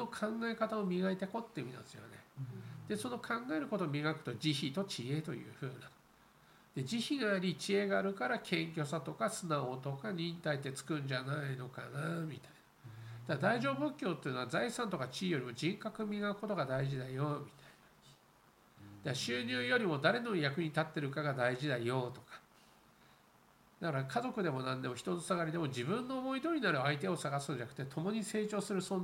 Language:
Japanese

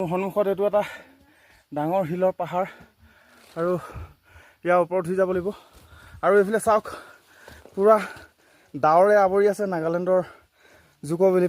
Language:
Assamese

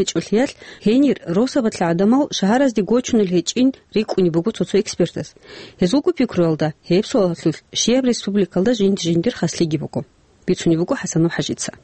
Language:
Avaric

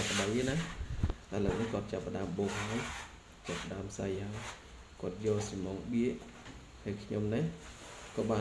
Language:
Khmer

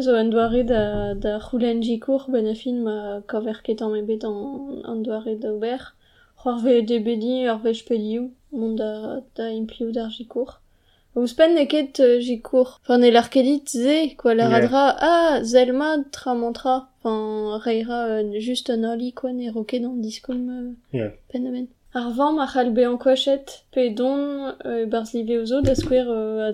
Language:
Breton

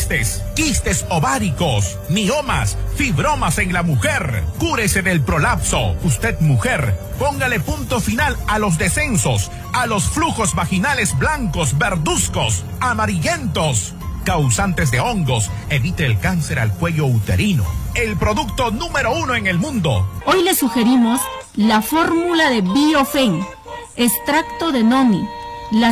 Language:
Spanish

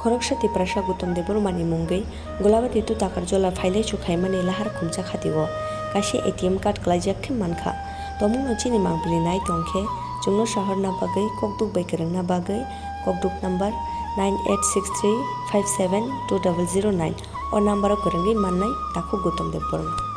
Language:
Kok Borok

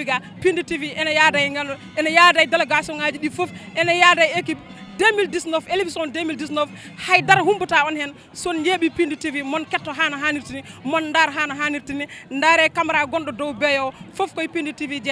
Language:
Fula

